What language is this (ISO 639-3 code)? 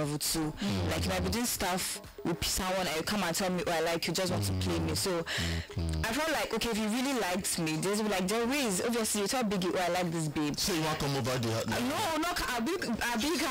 pcm